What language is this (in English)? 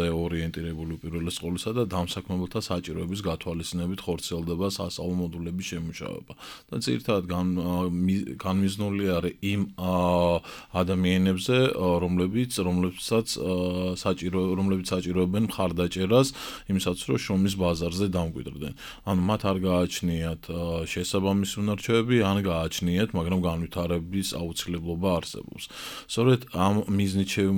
Georgian